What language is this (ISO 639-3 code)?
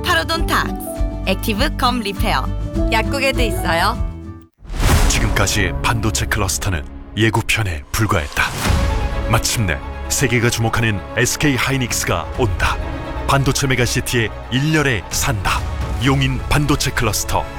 kor